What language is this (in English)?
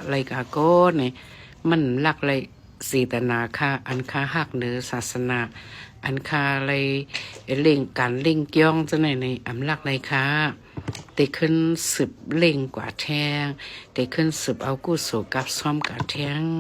Shan